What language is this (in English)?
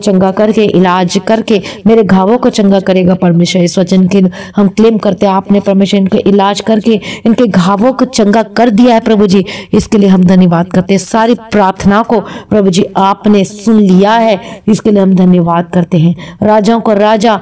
Hindi